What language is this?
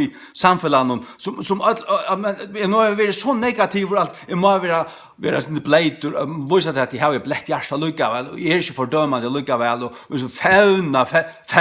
Faroese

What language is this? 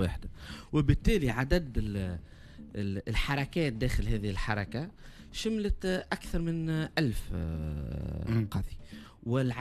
Tunisian Arabic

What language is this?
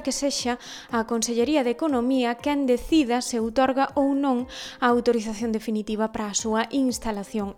Galician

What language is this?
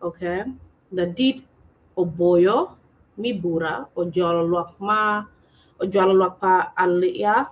Acoli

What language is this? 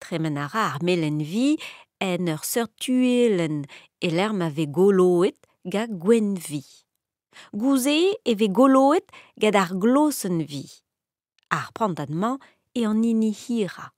Breton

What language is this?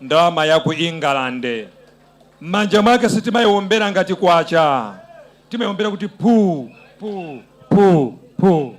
Nyanja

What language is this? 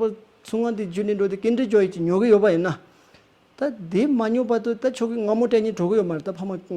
Tibetan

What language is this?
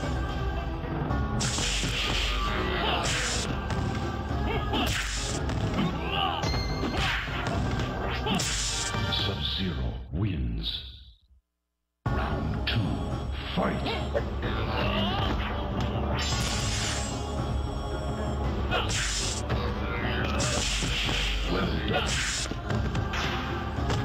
English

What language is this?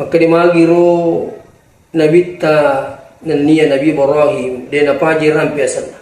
Buginese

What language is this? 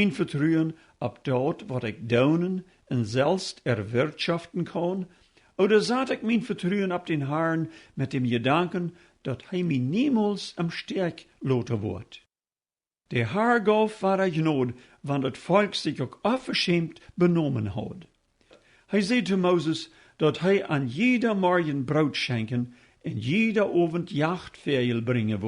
Plautdietsch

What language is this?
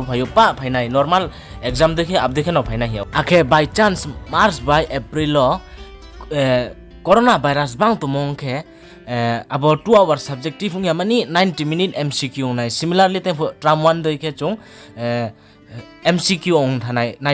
Riang (India)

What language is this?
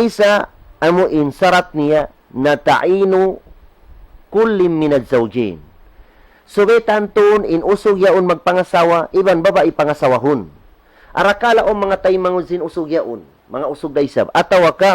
Tausug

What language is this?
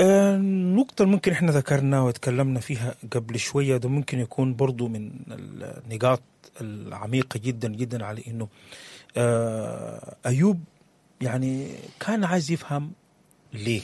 Sudanese Arabic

